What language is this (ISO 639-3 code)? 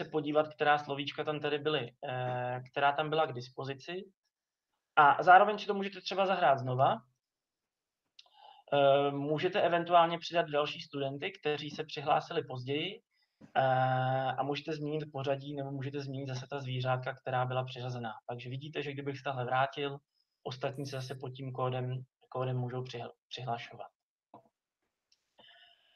ces